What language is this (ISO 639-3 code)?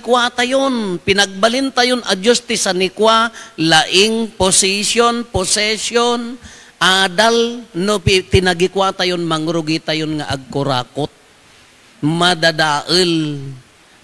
ilo